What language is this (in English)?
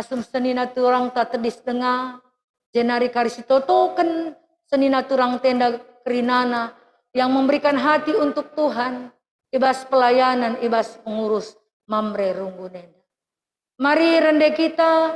Batak Karo